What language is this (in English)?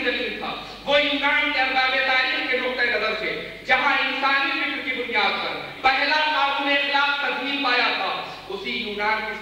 Urdu